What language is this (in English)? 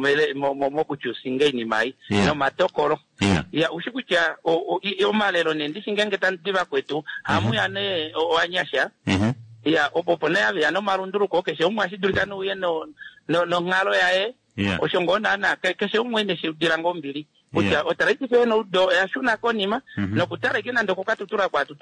Kuanyama